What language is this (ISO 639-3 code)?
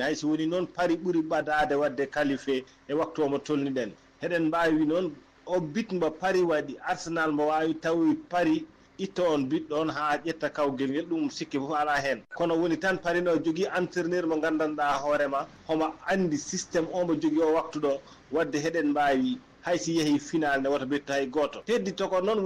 ful